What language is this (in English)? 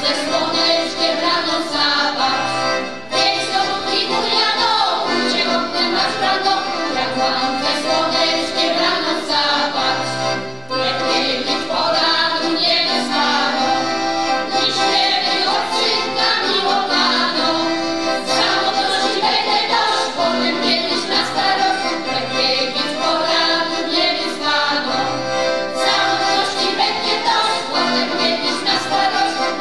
Silesian